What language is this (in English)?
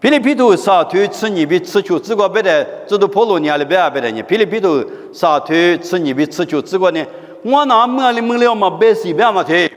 Lisu